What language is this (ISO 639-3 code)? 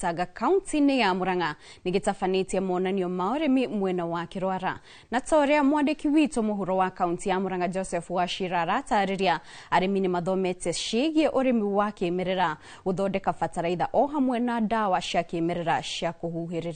kik